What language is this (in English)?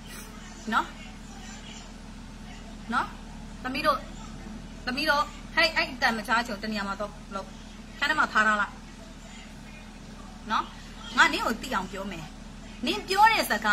Burmese